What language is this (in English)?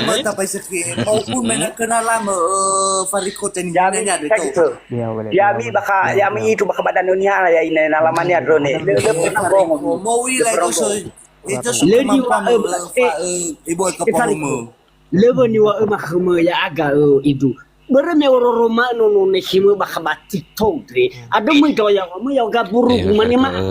Nias